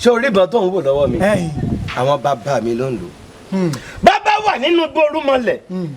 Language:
Yoruba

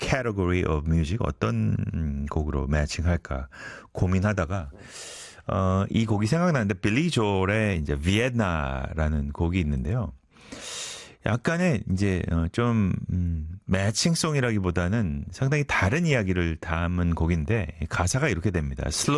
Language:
Korean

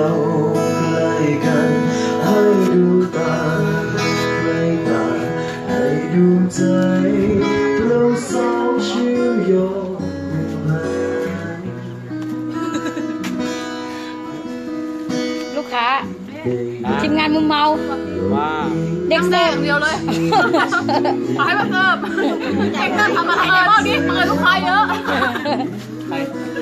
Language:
Thai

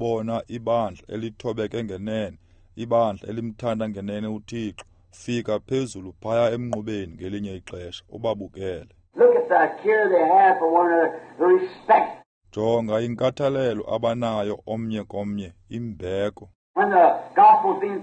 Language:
Xhosa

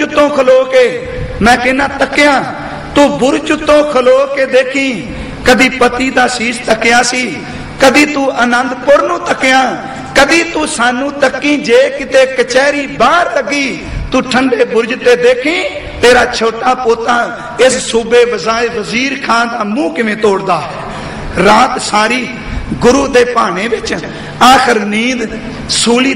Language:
Punjabi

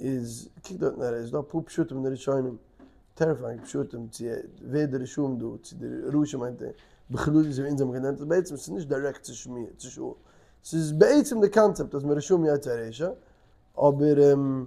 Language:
Yiddish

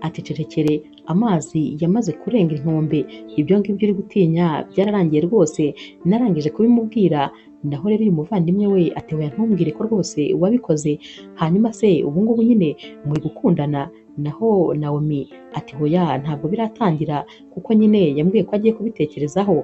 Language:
Kinyarwanda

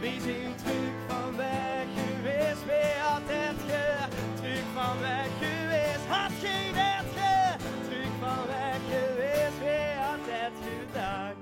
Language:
Limburgish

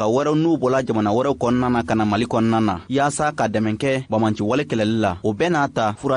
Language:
Bambara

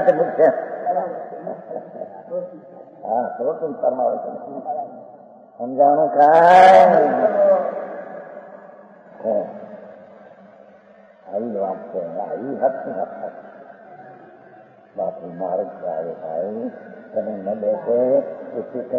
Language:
Gujarati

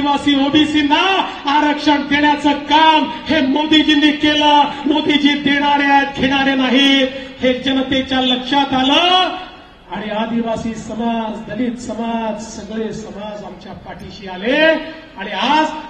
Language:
Marathi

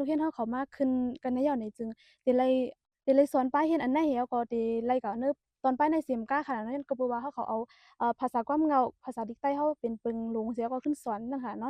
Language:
Shan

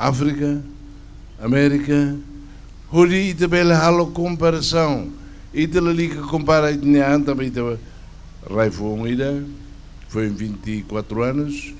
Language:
Tetum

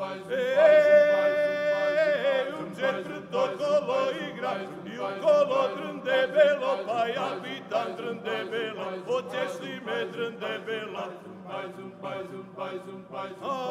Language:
Serbian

